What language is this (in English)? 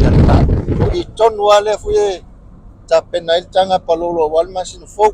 Samoan